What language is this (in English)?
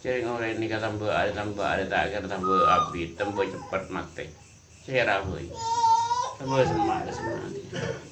Madurese